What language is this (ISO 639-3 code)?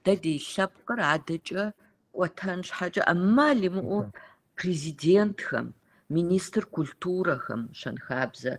kbd